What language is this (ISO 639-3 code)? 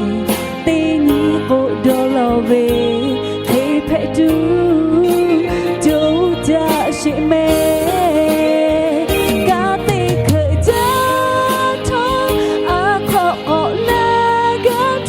lhu